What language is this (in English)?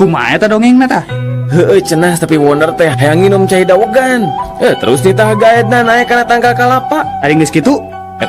Sundanese